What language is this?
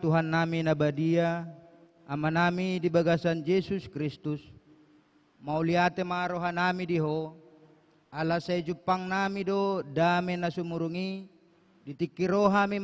Batak Toba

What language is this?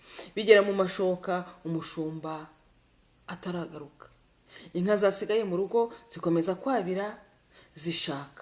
Kinyarwanda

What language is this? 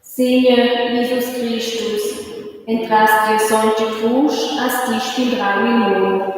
Romansh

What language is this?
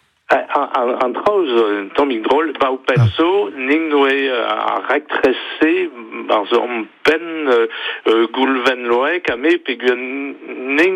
Breton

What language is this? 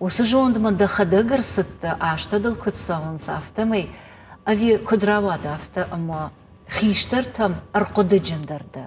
Ossetic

